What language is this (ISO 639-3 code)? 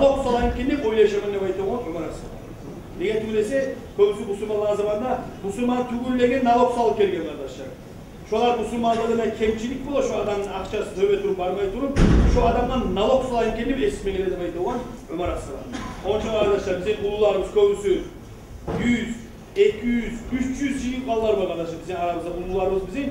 kum